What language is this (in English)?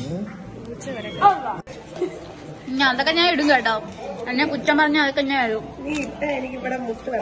Malayalam